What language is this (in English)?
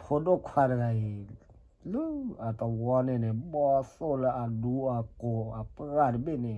S'gaw Karen